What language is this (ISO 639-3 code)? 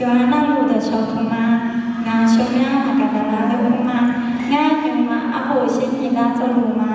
ahk